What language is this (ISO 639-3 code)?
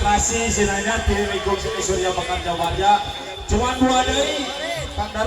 sun